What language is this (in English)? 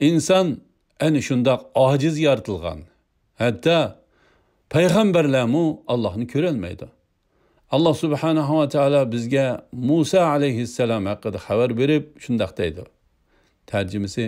Uyghur